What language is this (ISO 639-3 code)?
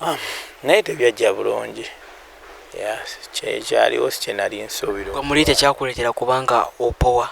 lug